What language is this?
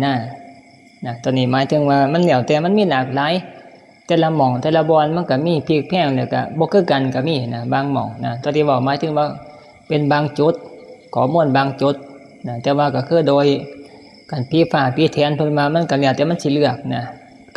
Northeastern Thai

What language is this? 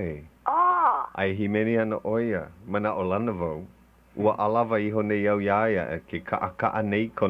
Hawaiian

